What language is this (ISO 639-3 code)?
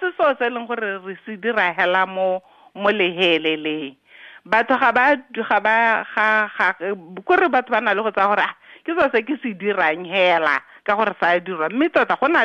tsn